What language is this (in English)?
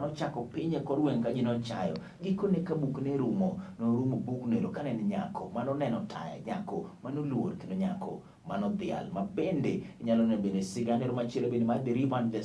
Luo (Kenya and Tanzania)